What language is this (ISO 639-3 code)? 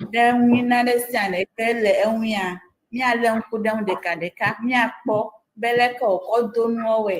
ewe